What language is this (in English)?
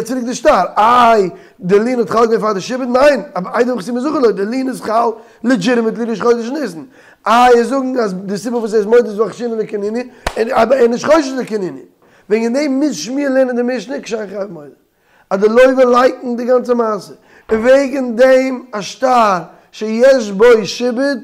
Yiddish